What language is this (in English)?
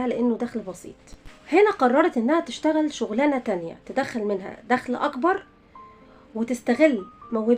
Egyptian Arabic